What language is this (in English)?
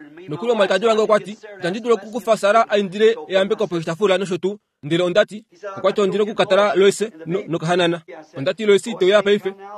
Kuanyama